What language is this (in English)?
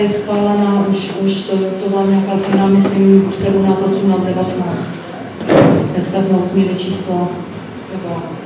Czech